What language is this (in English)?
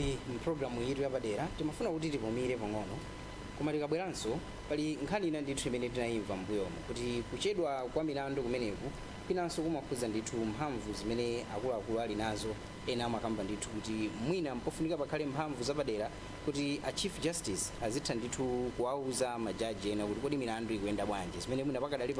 Nyanja